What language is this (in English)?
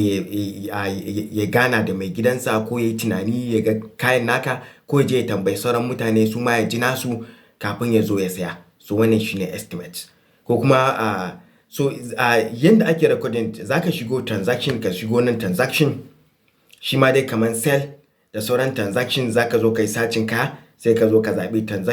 Hausa